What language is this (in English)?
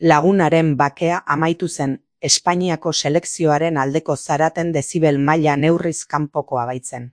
Basque